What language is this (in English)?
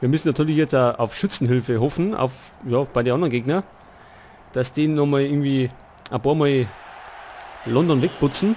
Bavarian